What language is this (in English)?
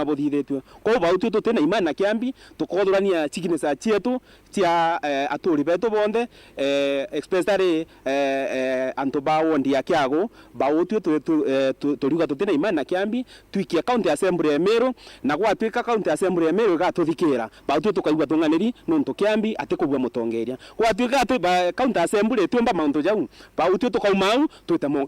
Meru